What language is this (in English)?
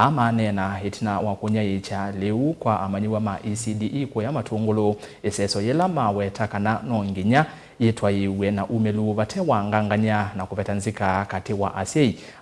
Kamba